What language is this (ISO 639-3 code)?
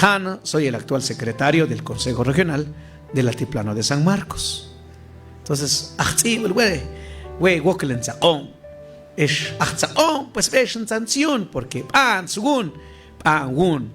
mam